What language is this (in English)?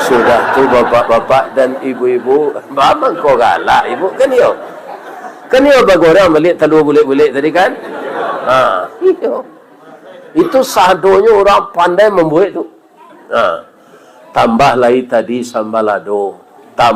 Minangkabau